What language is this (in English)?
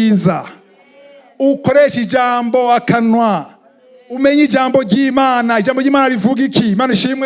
Rundi